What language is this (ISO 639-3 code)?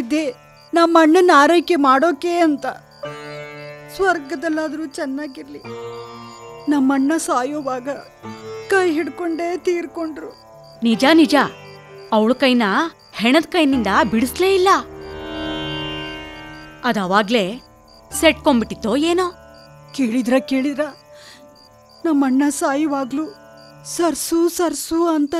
kan